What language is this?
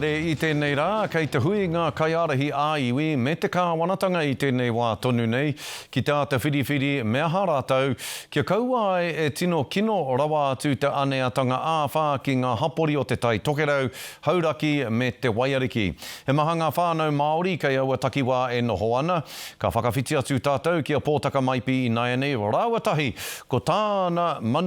Māori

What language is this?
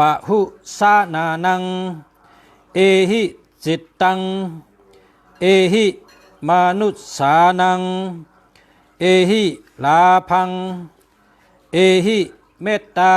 Shan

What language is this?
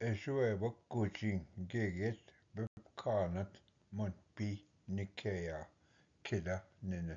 Ojibwa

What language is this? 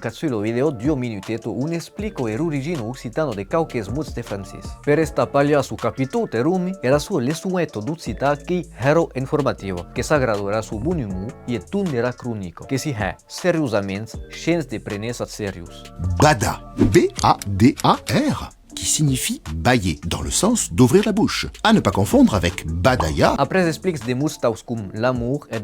Occitan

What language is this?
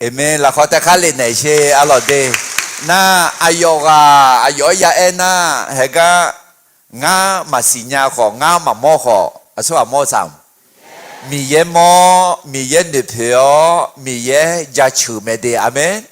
Akha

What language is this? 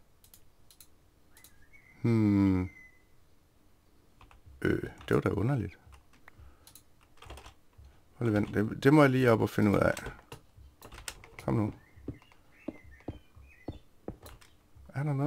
Danish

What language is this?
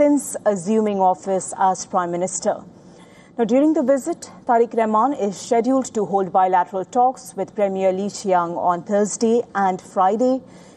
English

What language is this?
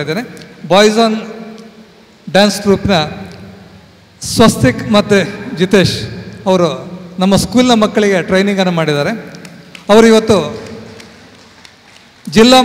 Kannada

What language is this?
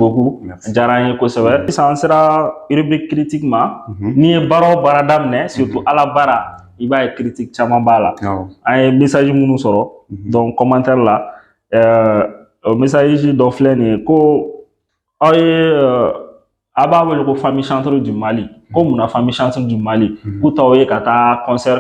Bambara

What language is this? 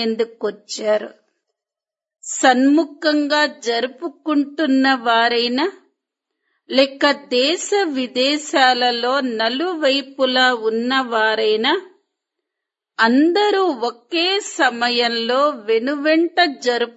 Telugu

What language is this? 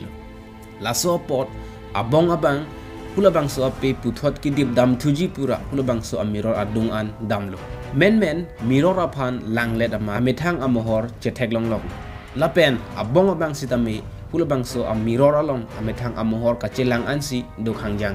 Karbi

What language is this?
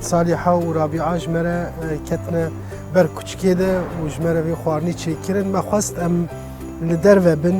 Kurdish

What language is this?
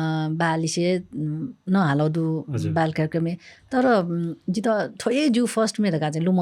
Newari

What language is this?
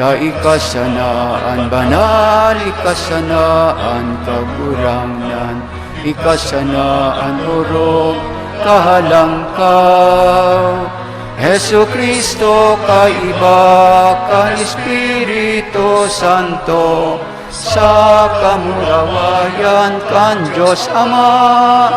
Bikol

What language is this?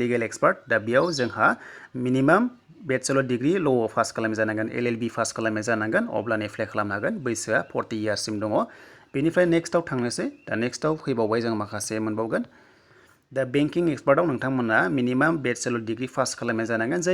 Bodo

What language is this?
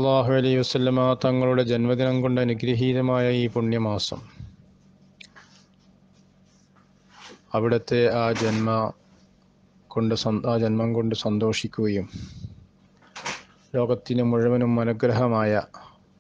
Malayalam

